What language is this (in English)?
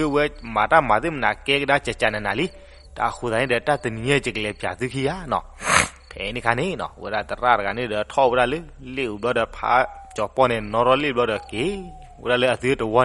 S'gaw Karen